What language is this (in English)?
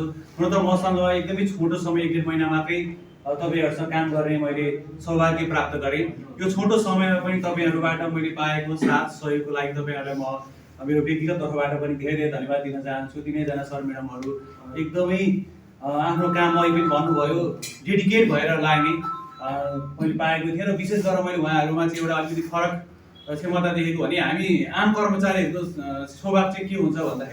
Nepali